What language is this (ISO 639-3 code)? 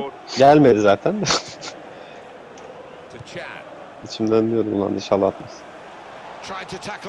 tur